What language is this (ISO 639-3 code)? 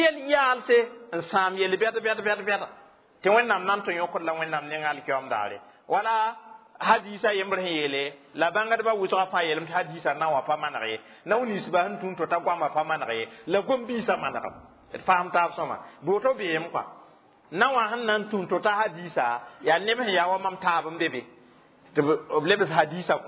mos